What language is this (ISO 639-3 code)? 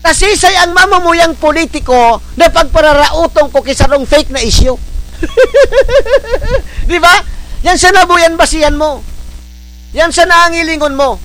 bik